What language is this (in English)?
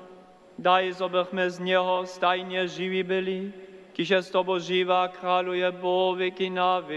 Upper Sorbian